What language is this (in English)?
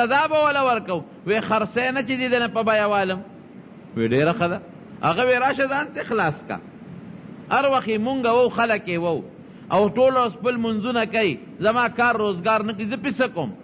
Pashto